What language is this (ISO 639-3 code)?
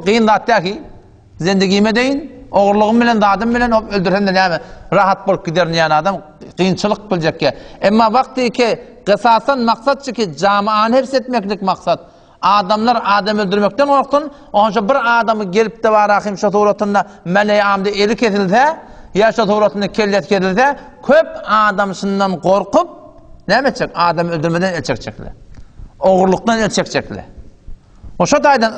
tuk